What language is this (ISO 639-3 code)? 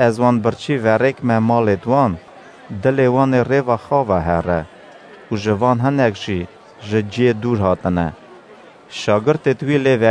kur